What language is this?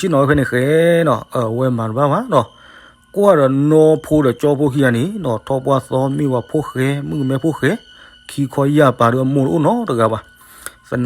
S'gaw Karen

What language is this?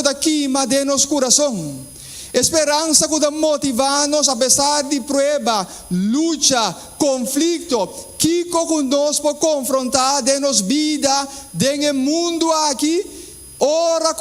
Papiamento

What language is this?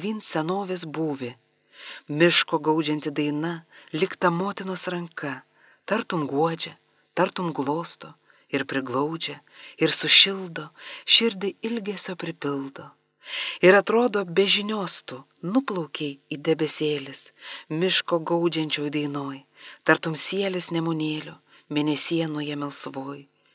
Lithuanian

